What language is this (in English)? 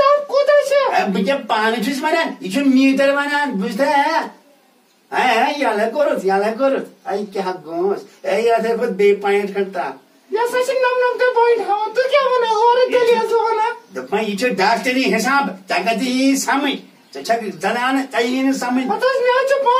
Kashmiri